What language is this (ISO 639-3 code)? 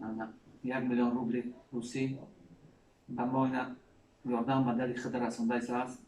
tgk